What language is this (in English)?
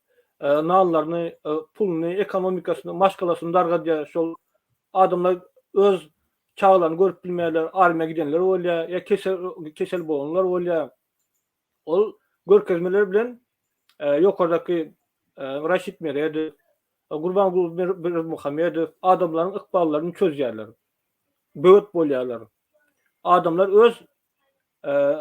Turkmen